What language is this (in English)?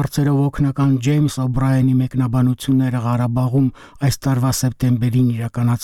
Armenian